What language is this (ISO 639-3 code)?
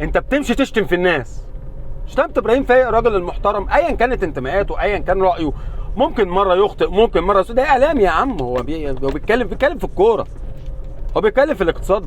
arz